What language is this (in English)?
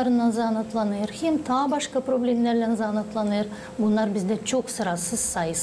Gagauz